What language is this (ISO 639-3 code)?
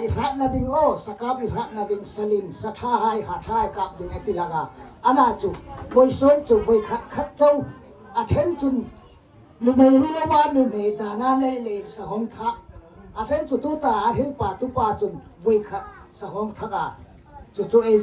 hmr